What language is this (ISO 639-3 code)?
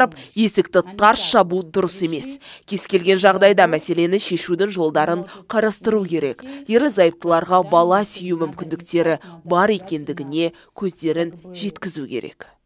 kaz